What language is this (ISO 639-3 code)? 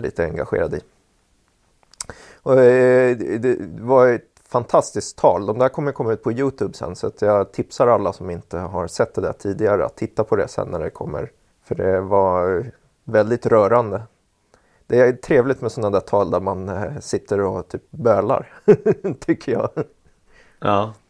swe